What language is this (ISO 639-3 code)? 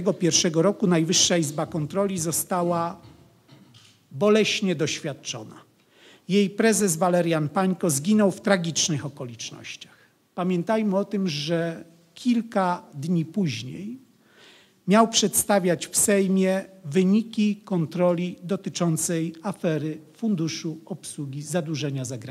pol